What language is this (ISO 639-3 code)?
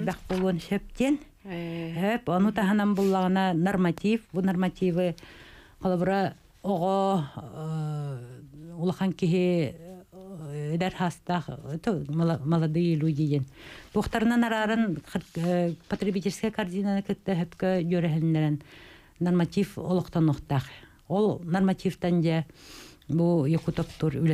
sah